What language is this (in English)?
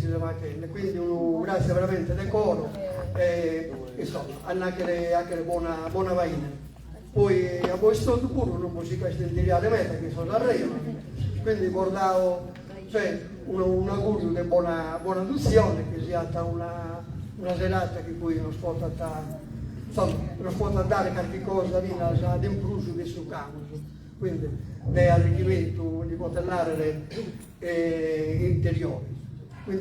Sardinian